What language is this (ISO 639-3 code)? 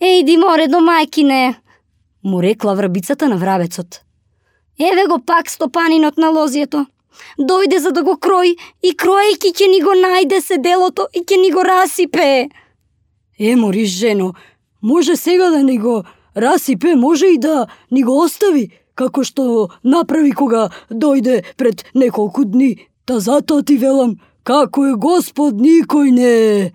mkd